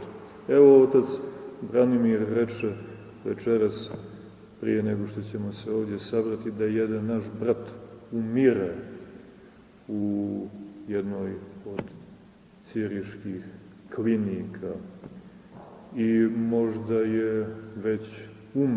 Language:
Serbian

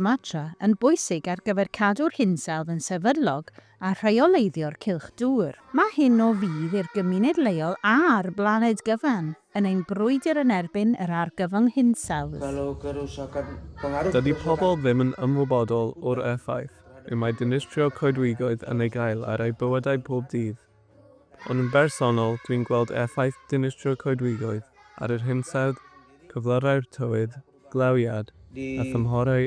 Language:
Welsh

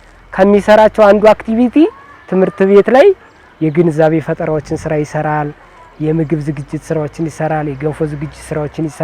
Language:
Amharic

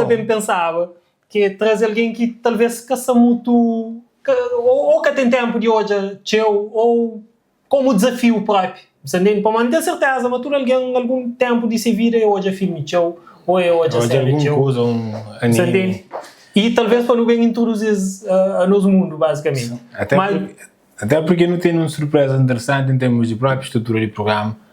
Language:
Kabuverdianu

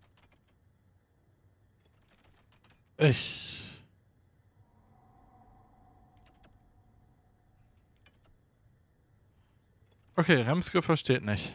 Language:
German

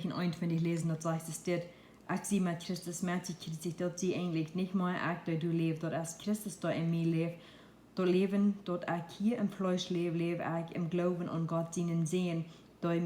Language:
Plautdietsch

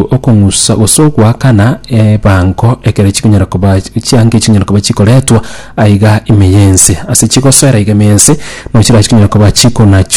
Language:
Gusii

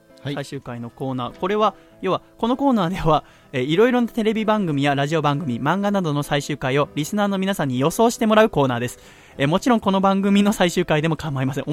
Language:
Japanese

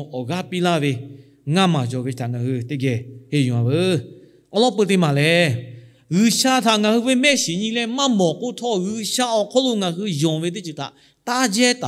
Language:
Lahu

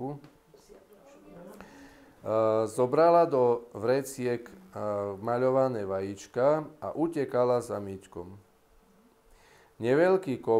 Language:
Slovak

